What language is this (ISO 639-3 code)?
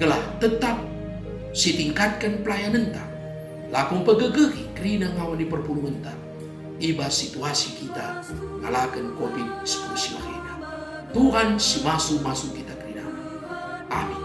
btx